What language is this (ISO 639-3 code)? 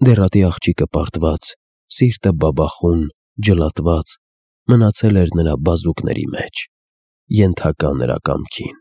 hye